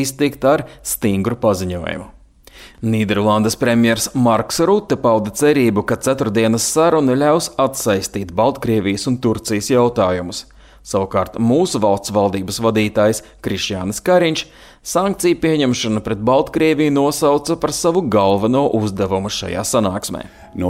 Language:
Latvian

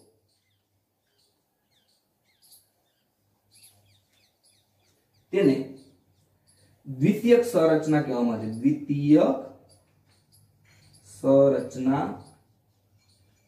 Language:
Gujarati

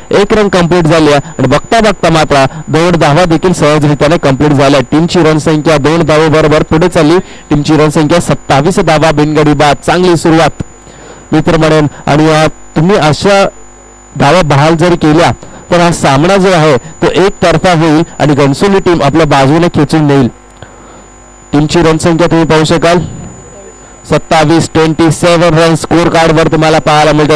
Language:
Marathi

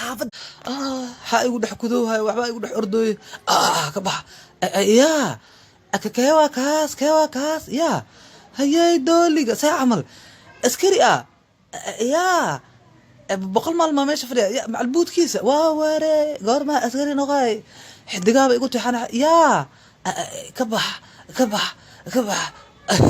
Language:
Somali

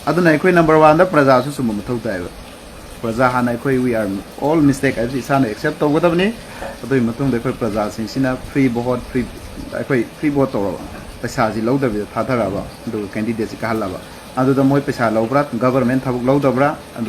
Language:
Manipuri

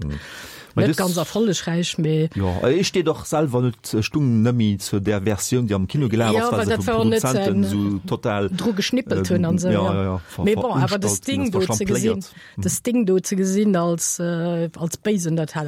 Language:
Luxembourgish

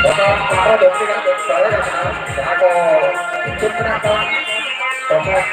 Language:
Santali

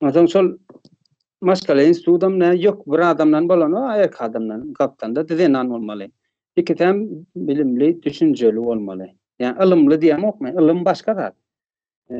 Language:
Turkmen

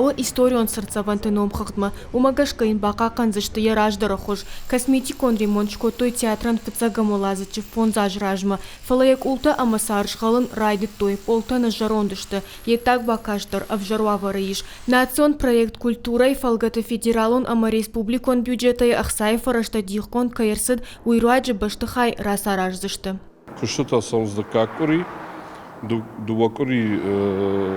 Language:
Ossetic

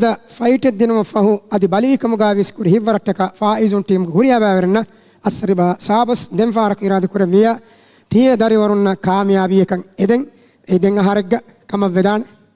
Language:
Divehi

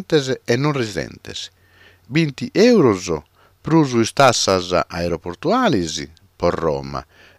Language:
Sardinian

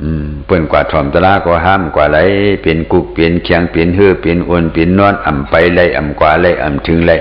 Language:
Shan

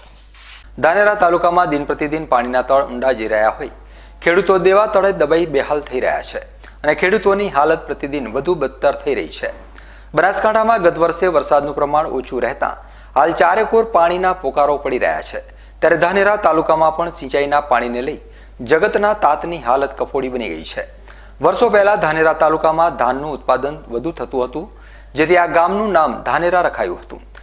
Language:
Gujarati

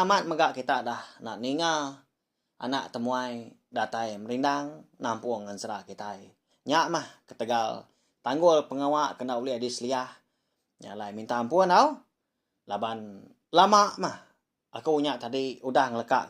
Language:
Iban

